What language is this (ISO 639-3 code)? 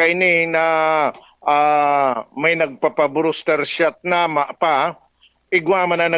bik